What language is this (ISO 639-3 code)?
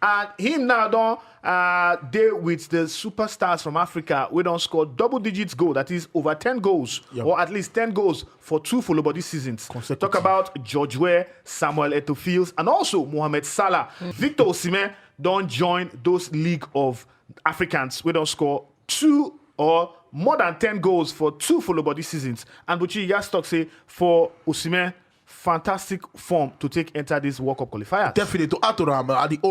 pcm